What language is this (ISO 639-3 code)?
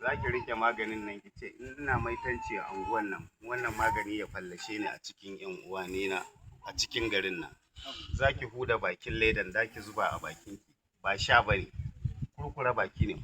hau